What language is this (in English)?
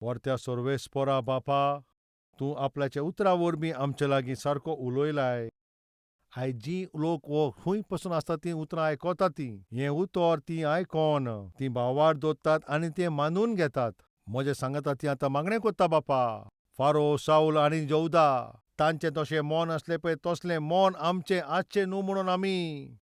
Konkani